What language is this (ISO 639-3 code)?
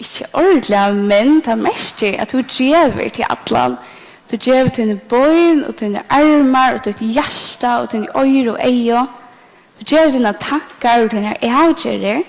fao